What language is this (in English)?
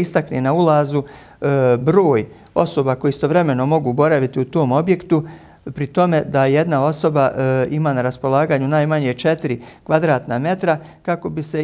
Bosnian